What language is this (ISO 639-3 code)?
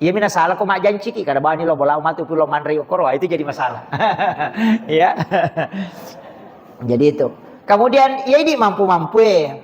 bug